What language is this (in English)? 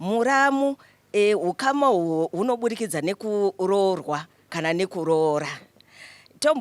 Shona